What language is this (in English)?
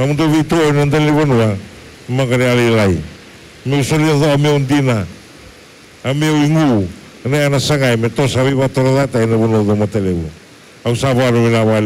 Fijian